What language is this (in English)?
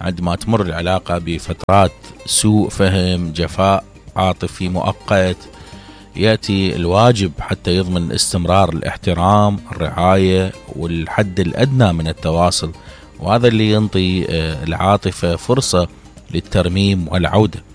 Mesopotamian Arabic